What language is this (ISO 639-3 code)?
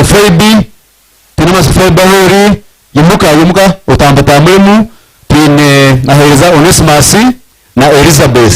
nyn